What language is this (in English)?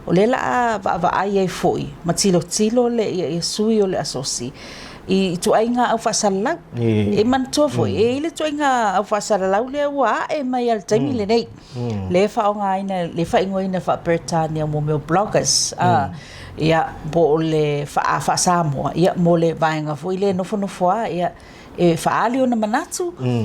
Samoan